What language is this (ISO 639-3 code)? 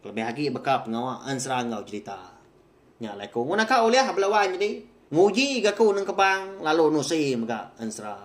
iba